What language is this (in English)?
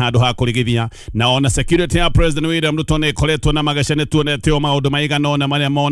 Kikuyu